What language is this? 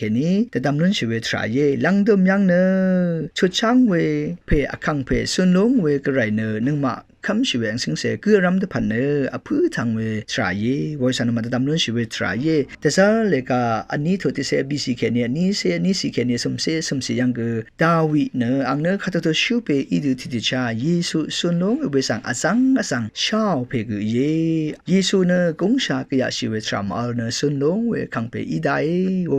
Rawang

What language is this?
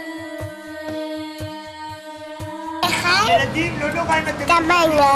Hebrew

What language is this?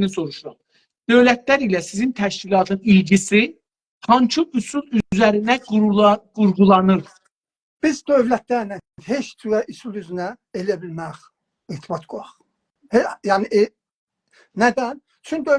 South Azerbaijani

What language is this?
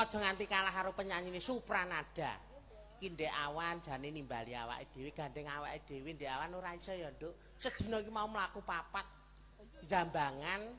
Javanese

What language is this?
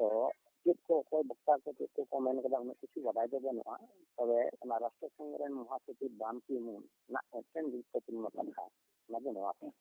Santali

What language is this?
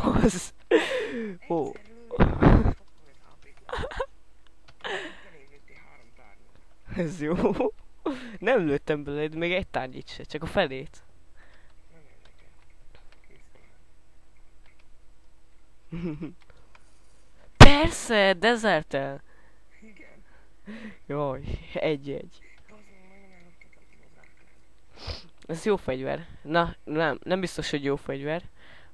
Hungarian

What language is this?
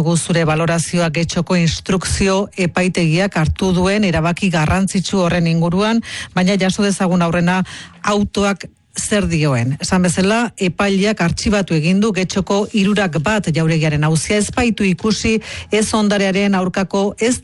Basque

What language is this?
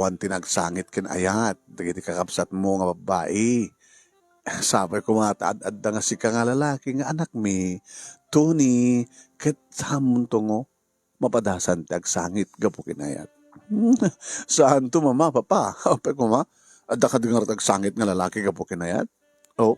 Iloko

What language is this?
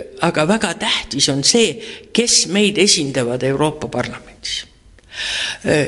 Estonian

